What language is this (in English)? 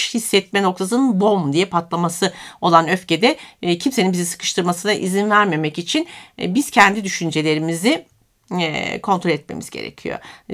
Turkish